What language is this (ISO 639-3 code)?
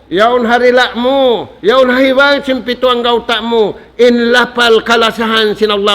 tsg